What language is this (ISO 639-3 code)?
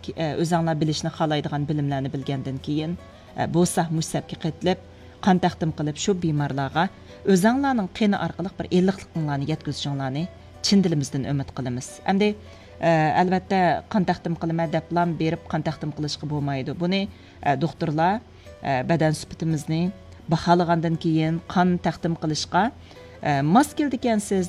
uig